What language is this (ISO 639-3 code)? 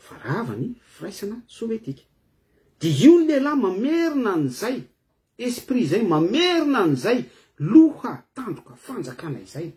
mlg